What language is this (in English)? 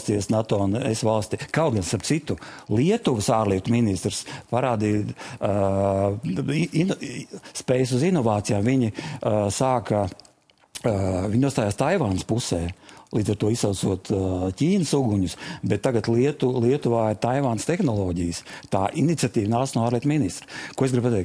Latvian